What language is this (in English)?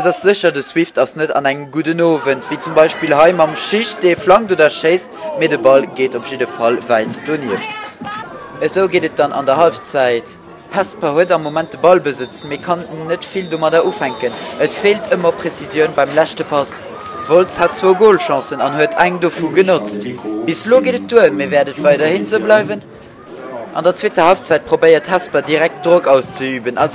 Luxembourgish